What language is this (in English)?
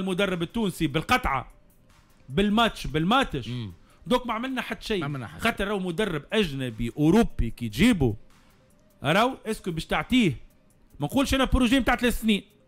Tunisian Arabic